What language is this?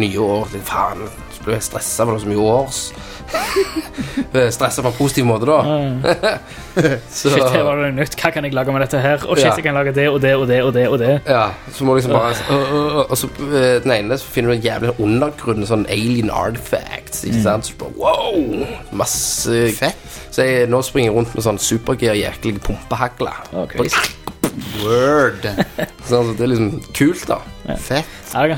Norwegian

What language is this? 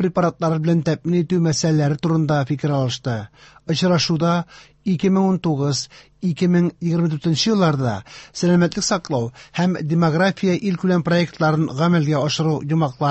Tatar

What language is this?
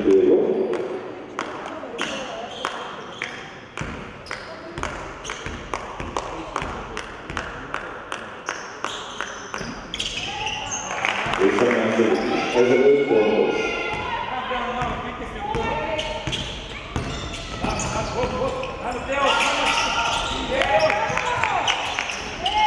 Hungarian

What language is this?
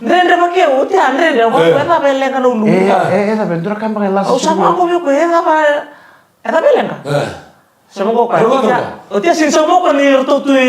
Fijian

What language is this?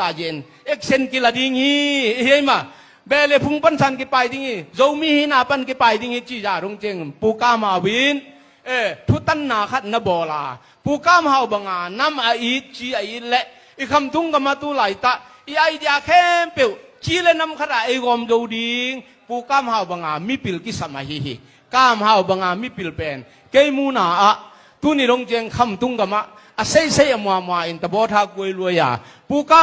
Tedim Chin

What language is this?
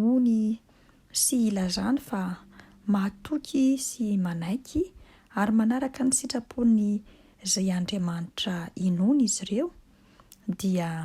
Malagasy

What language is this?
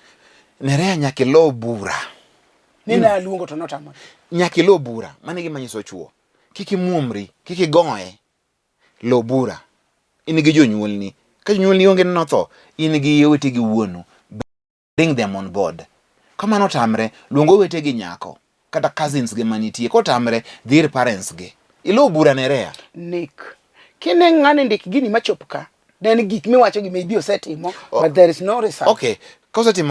Luo (Kenya and Tanzania)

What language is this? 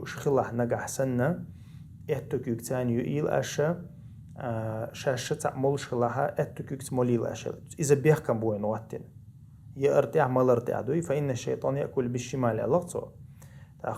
Chechen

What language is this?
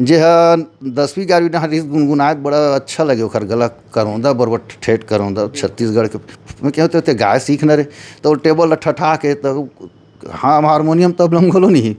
Chhattisgarhi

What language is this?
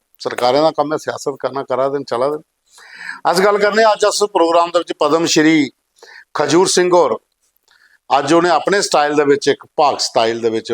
Dogri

